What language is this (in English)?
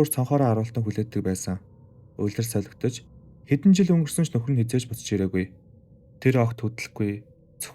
Mongolian